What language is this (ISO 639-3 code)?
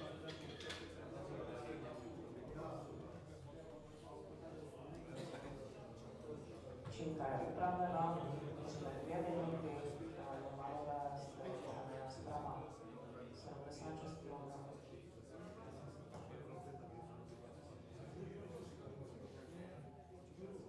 ces